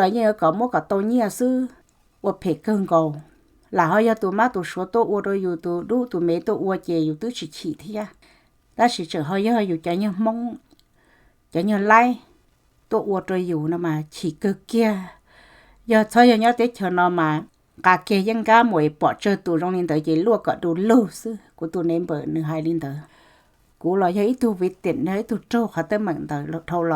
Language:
Hmong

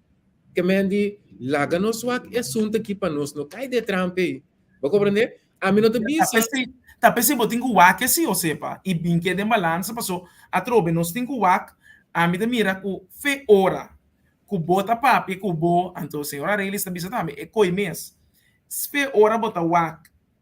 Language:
Papiamento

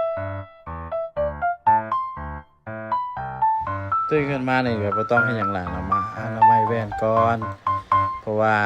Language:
Lao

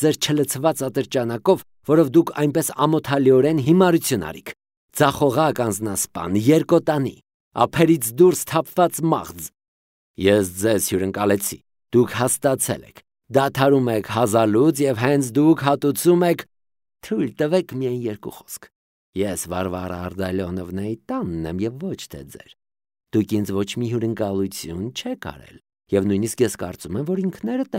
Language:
Armenian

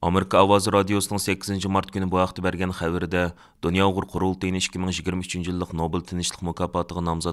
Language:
Uyghur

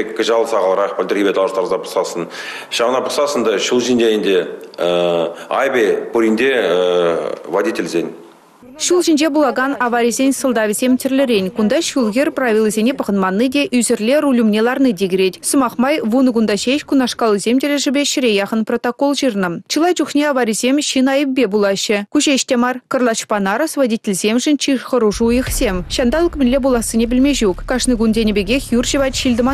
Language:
Chuvash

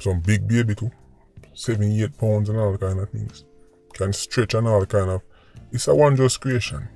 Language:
Jamaican Creole English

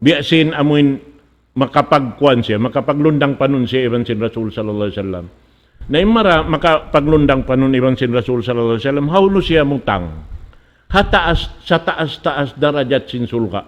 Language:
Tausug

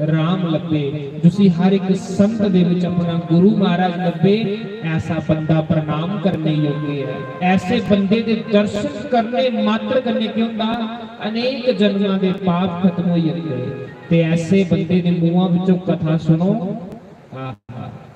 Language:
Dogri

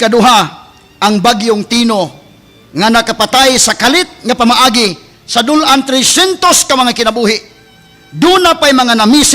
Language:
Cebuano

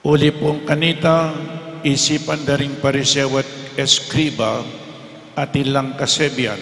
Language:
Pampanga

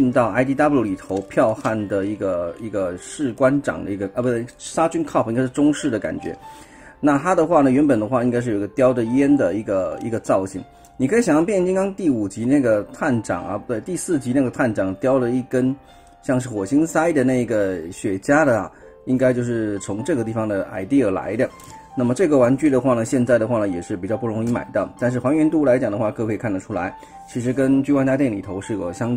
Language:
Chinese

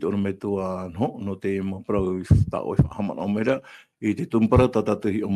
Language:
Tahitian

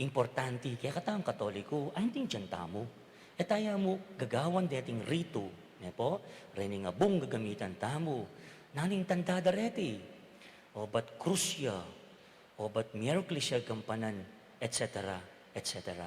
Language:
Pampanga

